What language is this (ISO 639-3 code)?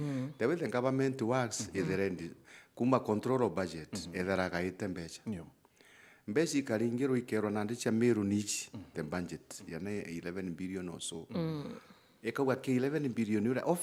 mer